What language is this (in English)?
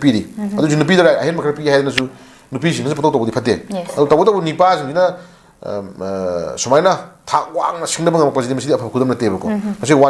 Manipuri